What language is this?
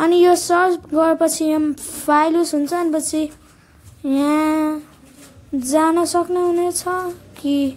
Nepali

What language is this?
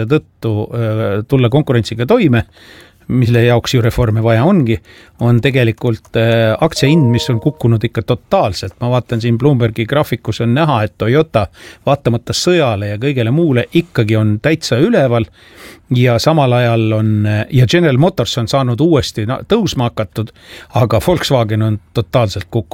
Estonian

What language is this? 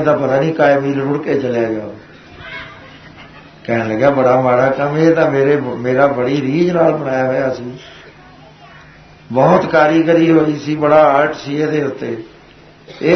Punjabi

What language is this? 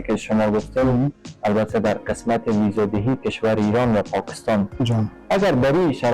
Persian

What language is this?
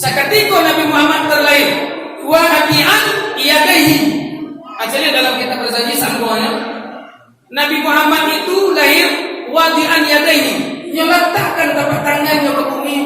Minangkabau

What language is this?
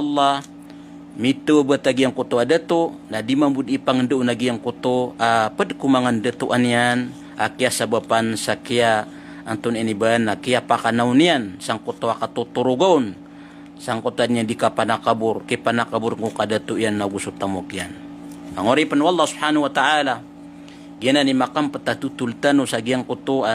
Maranao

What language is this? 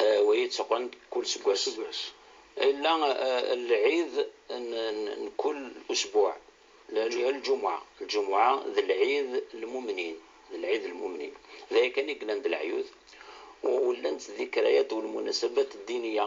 Kabyle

